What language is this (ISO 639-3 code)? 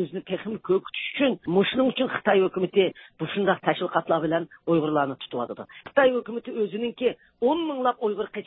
uig